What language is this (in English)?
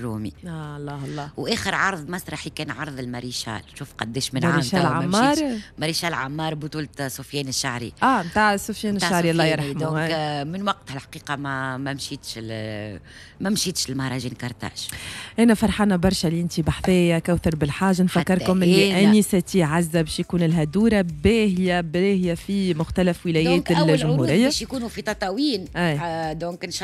Tunisian Arabic